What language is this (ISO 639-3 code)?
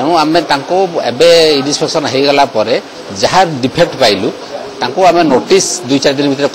ori